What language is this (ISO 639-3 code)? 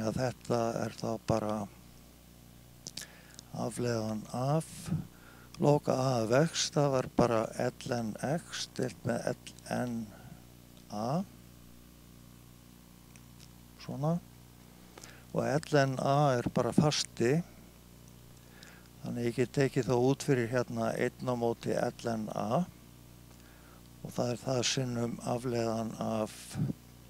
isl